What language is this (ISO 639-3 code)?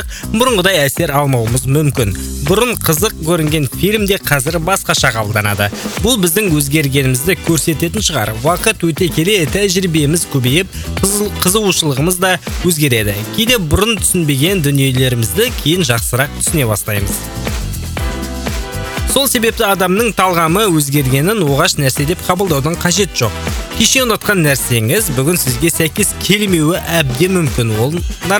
kaz